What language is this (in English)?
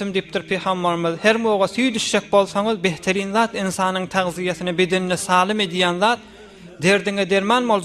Turkmen